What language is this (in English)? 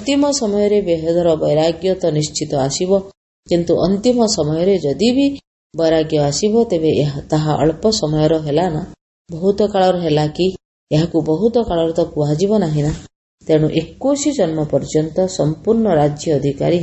Odia